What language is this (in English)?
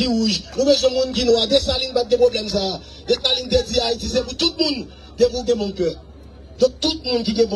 Haitian Creole